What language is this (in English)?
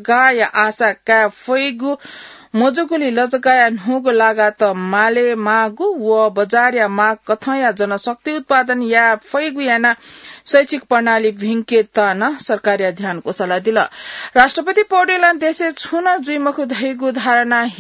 Newari